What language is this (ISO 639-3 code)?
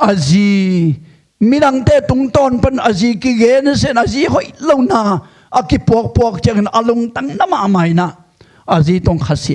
ctd